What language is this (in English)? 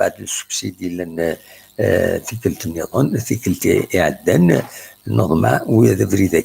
Kabyle